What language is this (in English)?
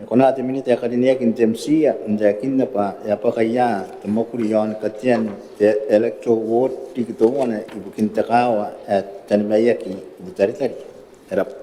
Gilbertese